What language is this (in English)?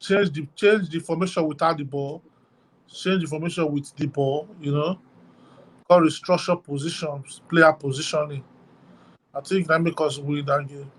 Nigerian Pidgin